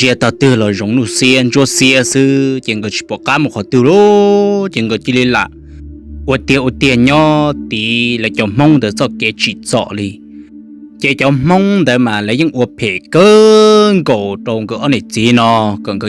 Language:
Hmong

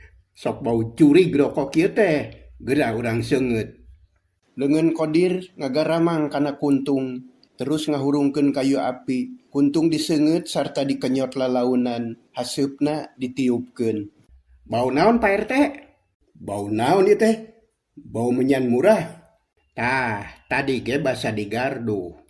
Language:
Sundanese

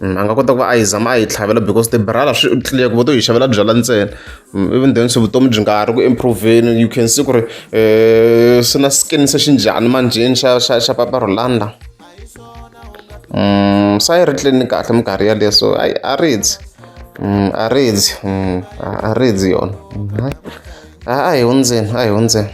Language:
Tsonga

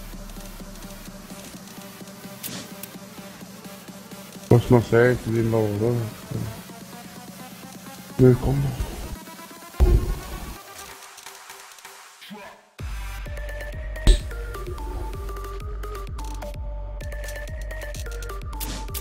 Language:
Swedish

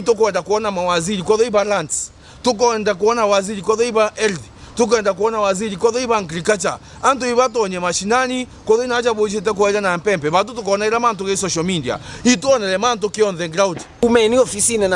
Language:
Meru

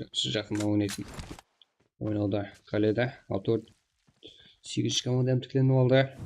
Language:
Kara-Kalpak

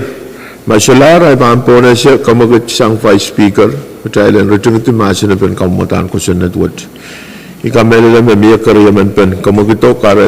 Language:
Pohnpeian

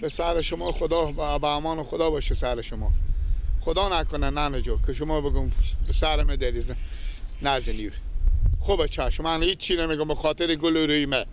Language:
Persian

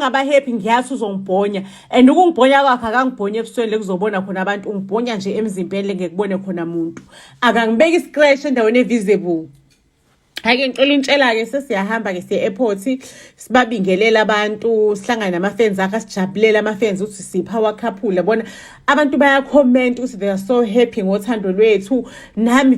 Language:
Zulu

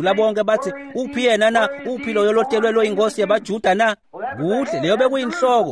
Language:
Swati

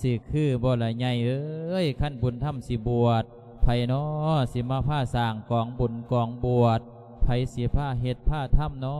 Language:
Lao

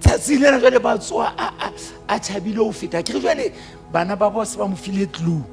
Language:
Southern Sotho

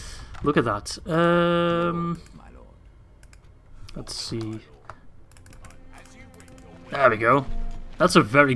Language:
English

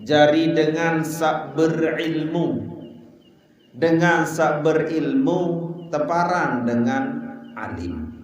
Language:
Sasak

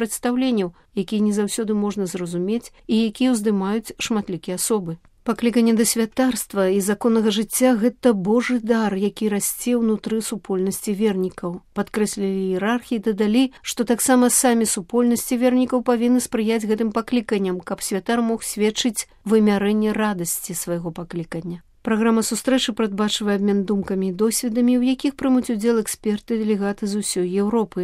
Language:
Belarusian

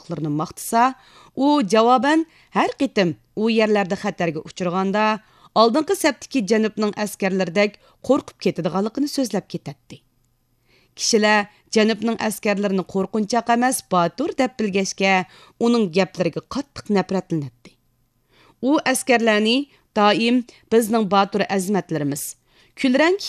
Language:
Uyghur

